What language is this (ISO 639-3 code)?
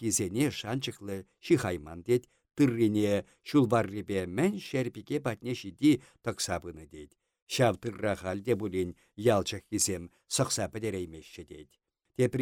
chv